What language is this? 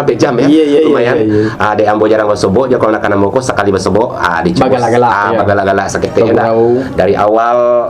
Minangkabau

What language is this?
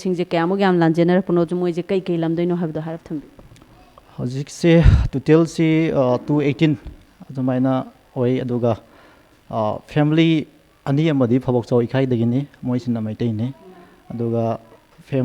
Manipuri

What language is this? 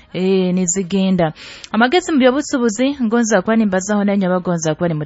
Nyoro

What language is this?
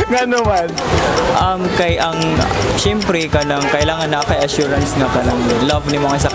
Cebuano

